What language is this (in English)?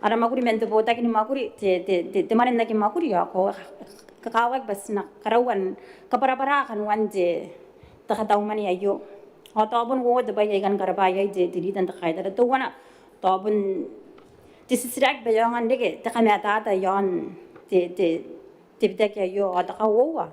Gilbertese